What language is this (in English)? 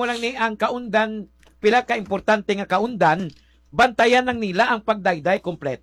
Hiligaynon